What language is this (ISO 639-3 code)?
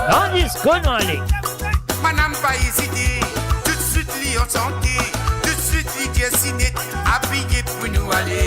mfe